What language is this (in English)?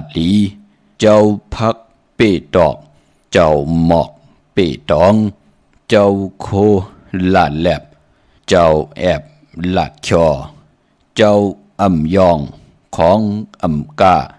Shan